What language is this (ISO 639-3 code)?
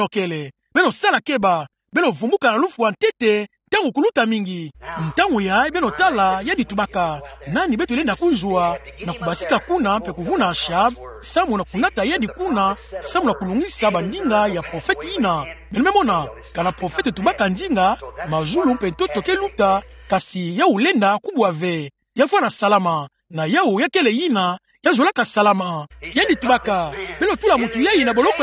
ktu